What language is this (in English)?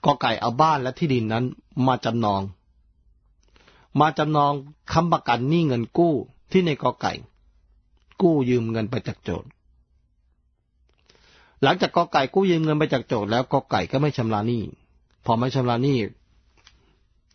Thai